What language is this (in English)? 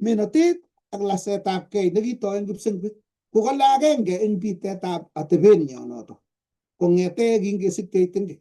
Kalenjin